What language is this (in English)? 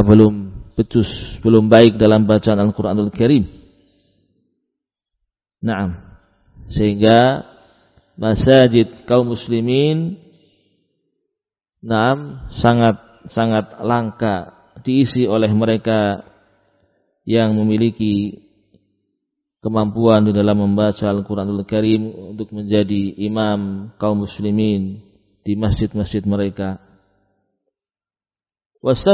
Indonesian